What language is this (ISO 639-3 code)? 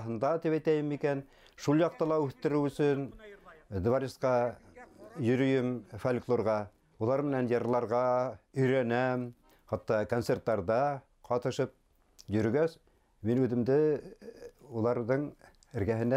bak